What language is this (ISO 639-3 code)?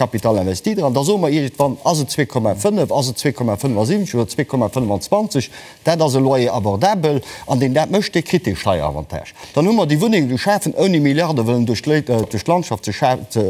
ltz